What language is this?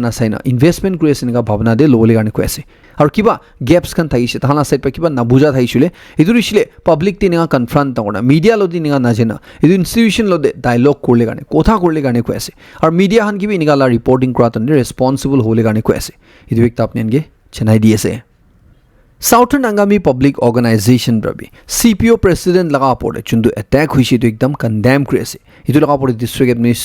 Naga Pidgin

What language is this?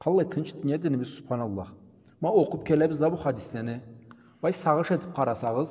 Karachay-Balkar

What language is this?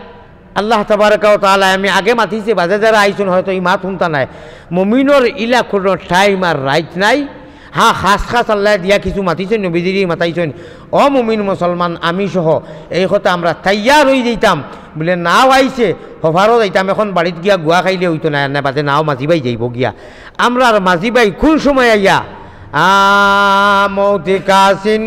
Sylheti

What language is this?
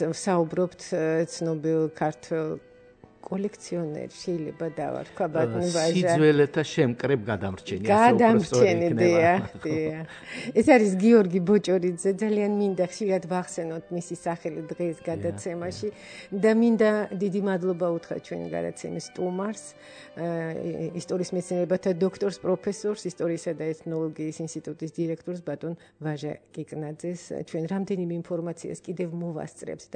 Georgian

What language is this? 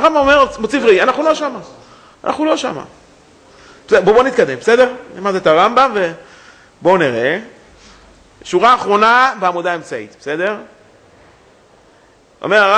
Hebrew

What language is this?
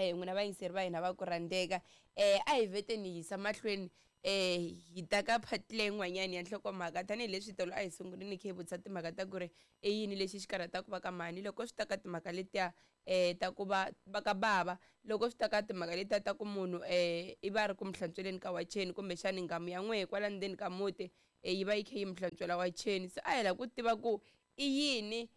Tsonga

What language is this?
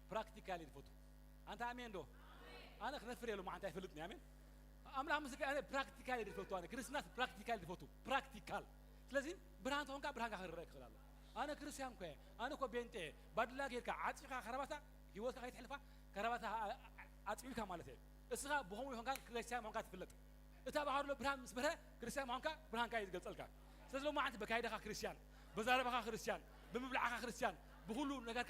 Tigrinya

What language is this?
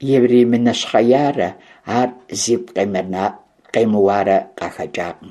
Kabardian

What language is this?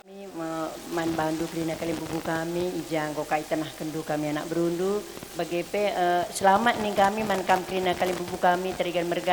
Batak Karo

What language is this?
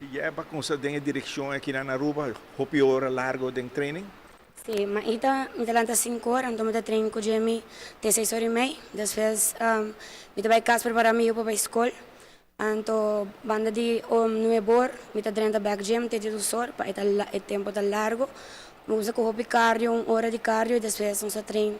Papiamento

